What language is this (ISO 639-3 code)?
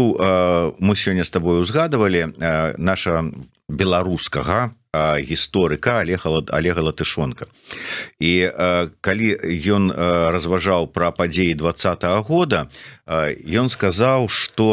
bel